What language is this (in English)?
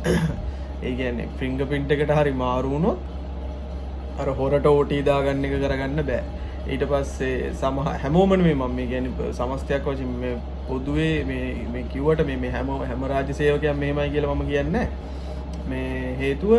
Sinhala